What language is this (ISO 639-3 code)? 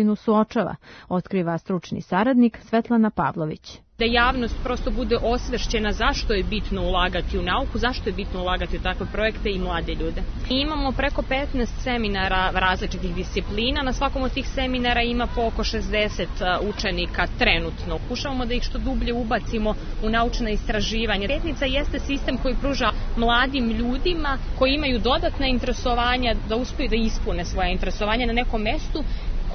srp